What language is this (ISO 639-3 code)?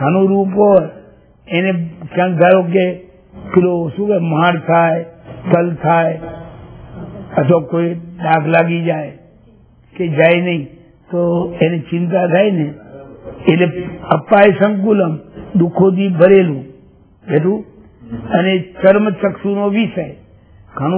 guj